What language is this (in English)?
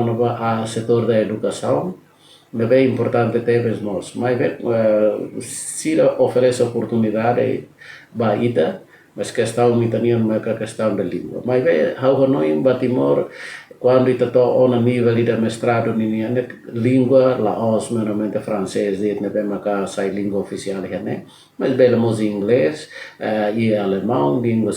Tetum